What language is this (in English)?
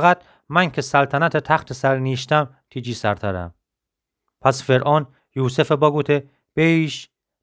Gilaki